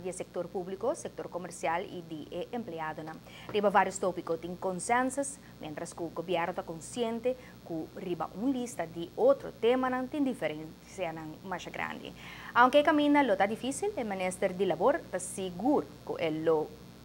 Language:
Papiamento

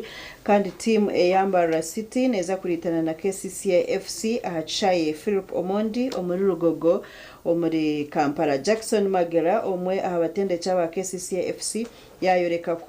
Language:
Nyankole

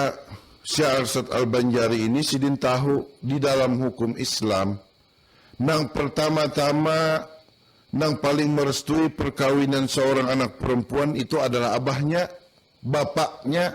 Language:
Banjar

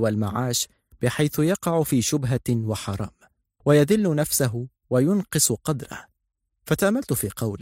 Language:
Arabic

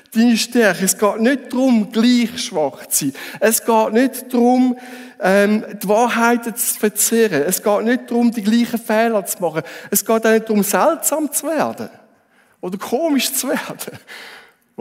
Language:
Swiss German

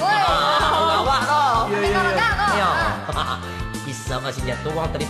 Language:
Minangkabau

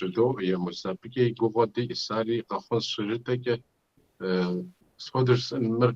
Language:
Kabardian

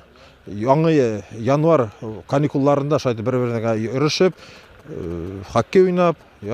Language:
Bashkir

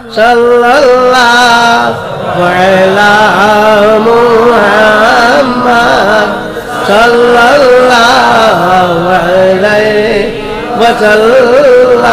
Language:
Sylheti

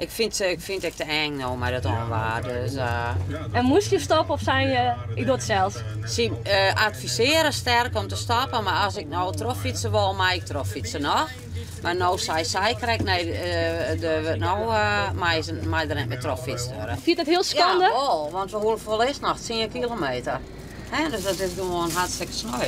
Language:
Western Frisian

